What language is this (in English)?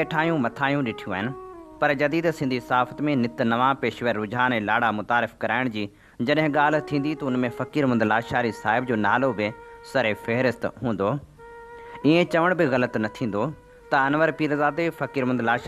Sindhi